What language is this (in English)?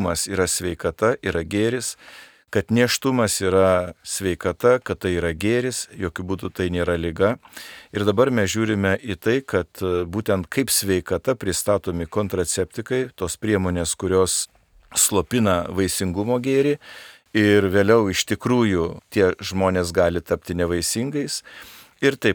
Lithuanian